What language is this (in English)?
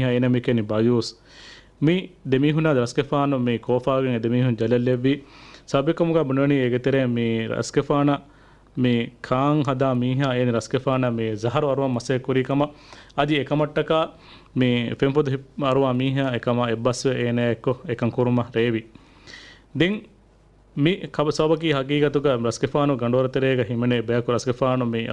Divehi